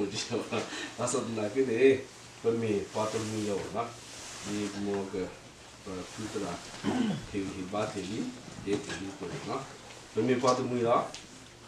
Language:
S'gaw Karen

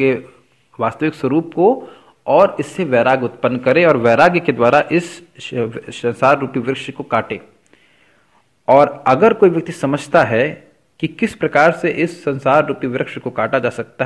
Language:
Hindi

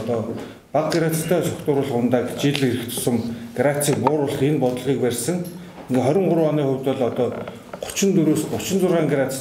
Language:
Mongolian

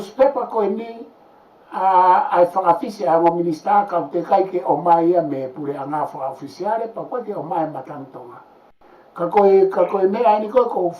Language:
Tongan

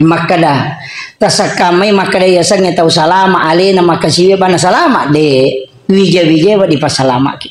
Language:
Buginese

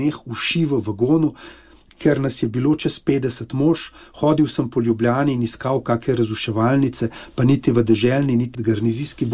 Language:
Slovenian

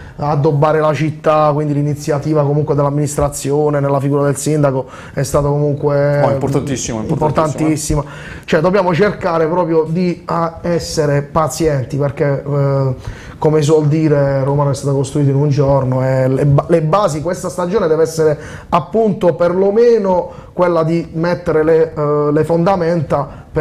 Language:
Italian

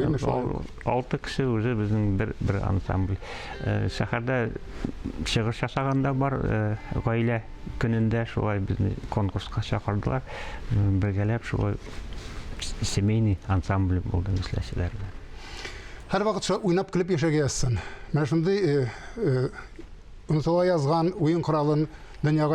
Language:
Tatar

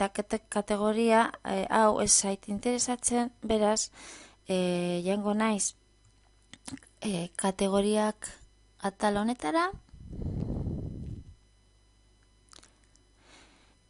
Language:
Basque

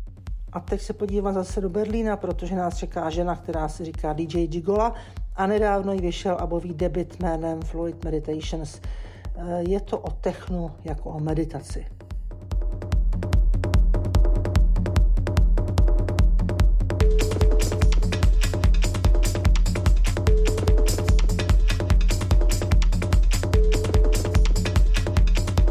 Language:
Czech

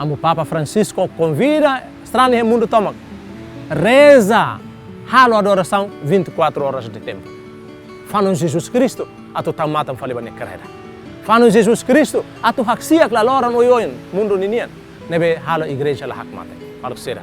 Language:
Tetum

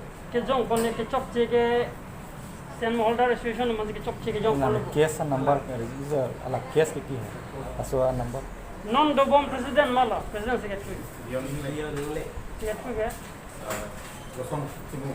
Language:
Karbi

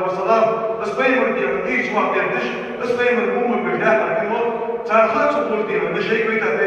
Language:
Ingush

